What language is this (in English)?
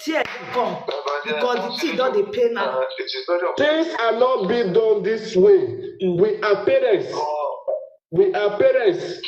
Nigerian Pidgin